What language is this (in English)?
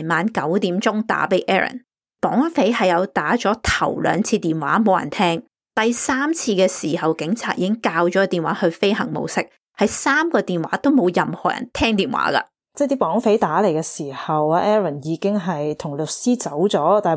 Cantonese